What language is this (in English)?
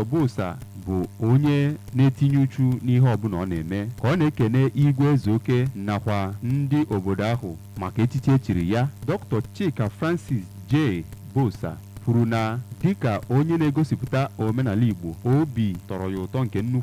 Igbo